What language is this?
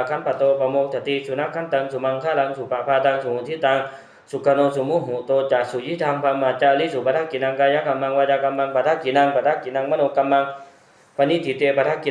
Pali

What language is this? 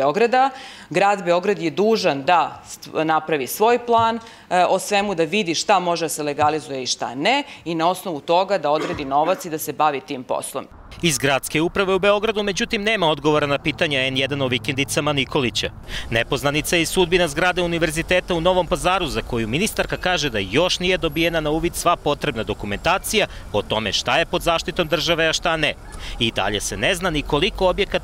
Serbian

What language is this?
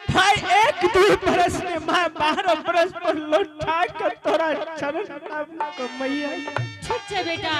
Angika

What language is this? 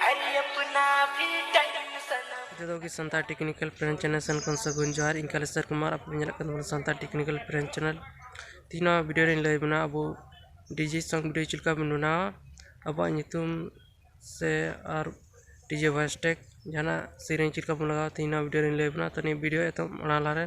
Santali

